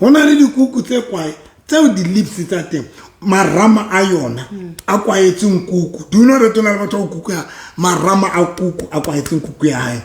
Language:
Southern Sotho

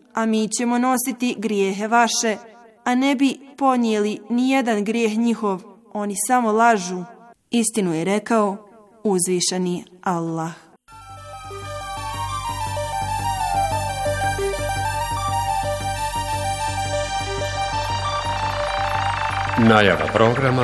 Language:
Bosnian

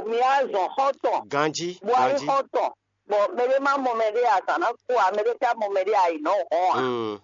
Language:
Fon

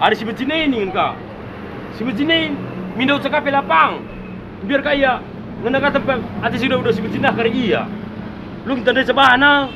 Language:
Batak Karo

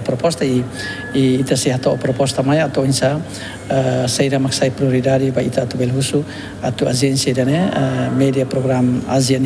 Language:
Tetum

